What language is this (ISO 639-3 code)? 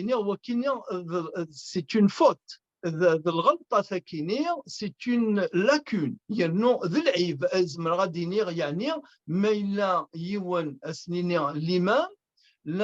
kab